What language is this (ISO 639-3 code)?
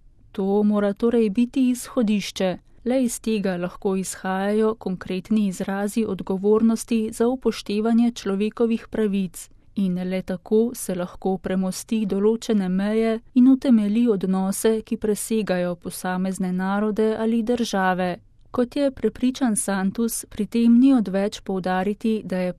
slv